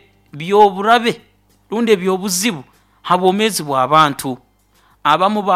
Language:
Nyoro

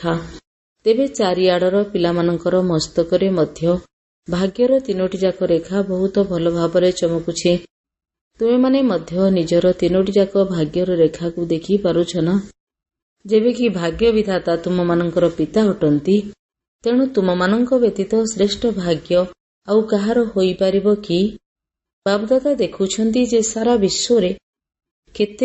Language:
Odia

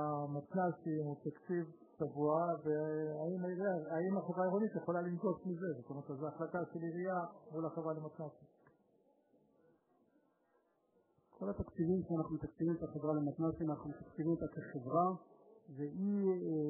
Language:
Hebrew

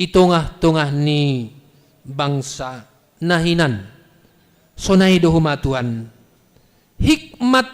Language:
Batak Simalungun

